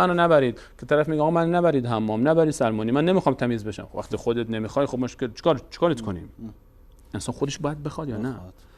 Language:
Persian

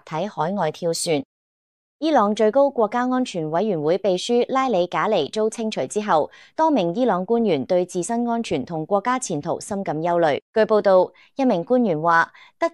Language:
Cantonese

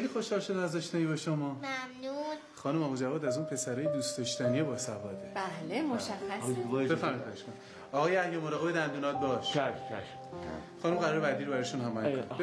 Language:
Persian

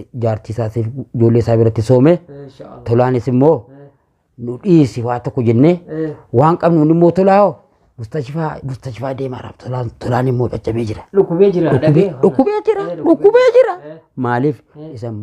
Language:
Oromo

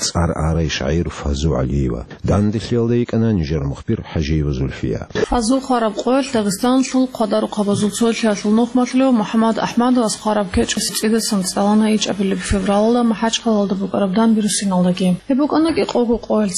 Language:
Avaric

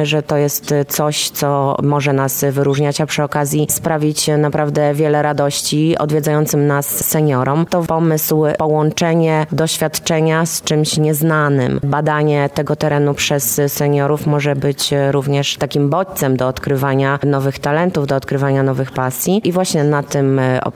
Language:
Polish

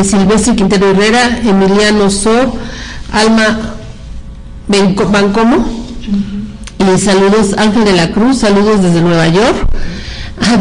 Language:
Spanish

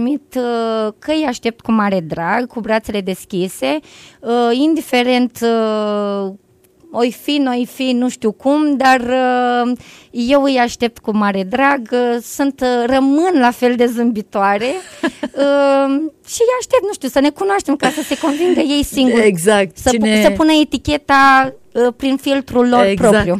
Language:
Romanian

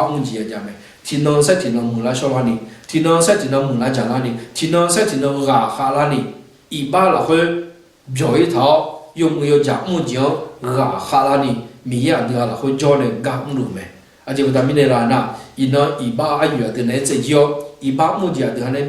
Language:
Akha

